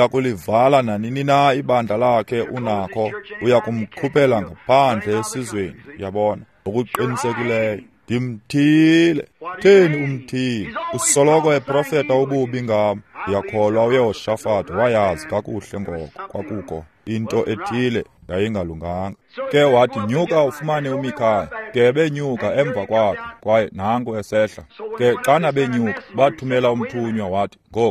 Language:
Xhosa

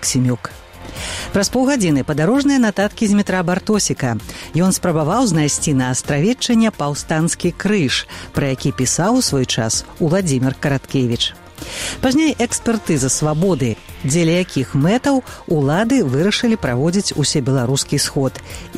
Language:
Belarusian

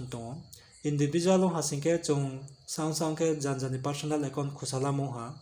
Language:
Riang (India)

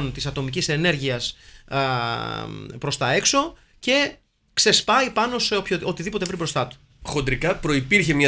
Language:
Greek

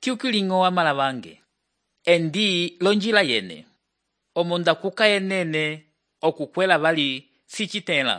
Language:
Umbundu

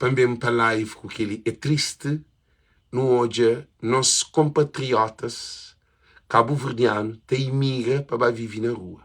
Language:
Kabuverdianu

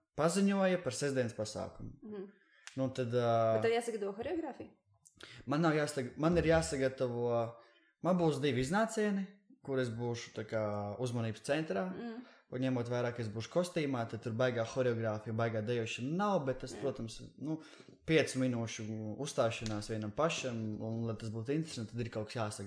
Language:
Latvian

